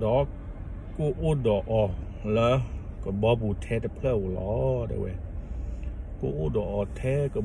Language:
S'gaw Karen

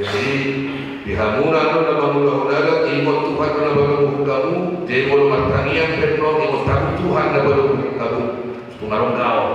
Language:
Batak Toba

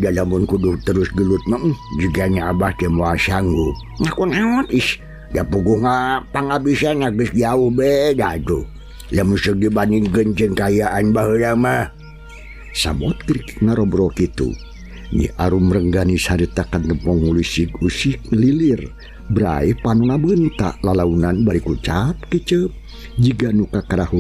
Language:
Sundanese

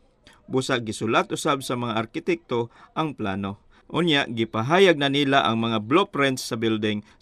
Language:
Cebuano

